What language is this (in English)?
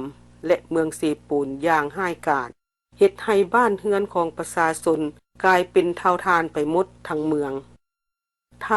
Lao